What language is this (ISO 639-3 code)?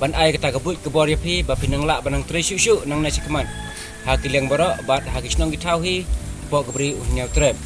kha